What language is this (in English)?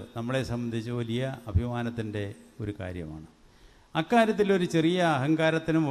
Malayalam